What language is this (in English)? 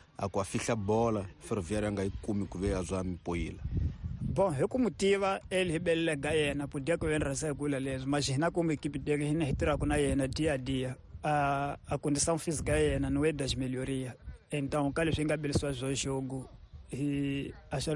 Tsonga